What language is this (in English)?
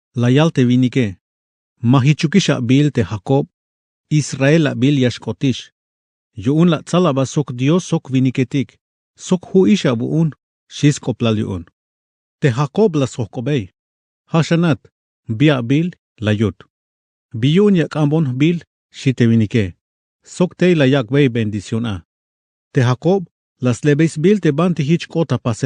Tzeltal